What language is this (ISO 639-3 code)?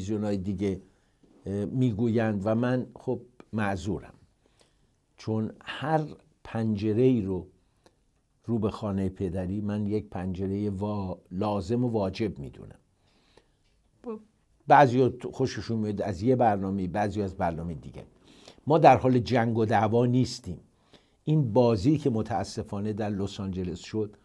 fas